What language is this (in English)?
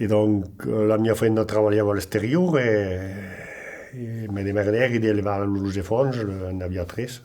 Occitan